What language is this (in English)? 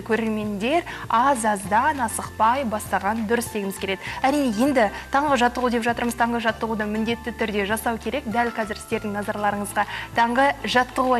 Kazakh